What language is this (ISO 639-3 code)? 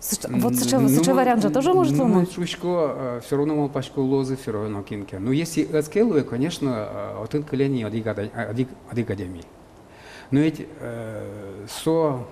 udm